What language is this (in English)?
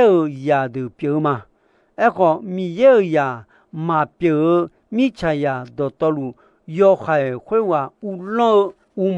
Akha